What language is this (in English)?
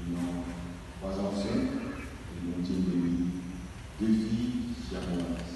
Morisyen